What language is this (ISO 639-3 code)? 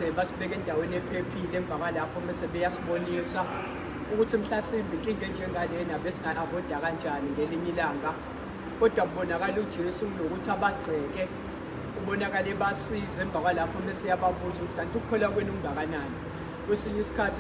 zul